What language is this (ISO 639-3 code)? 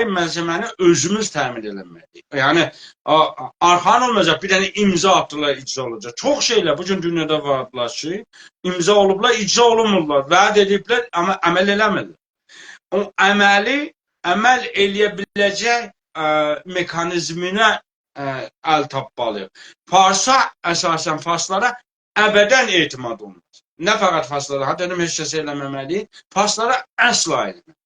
azb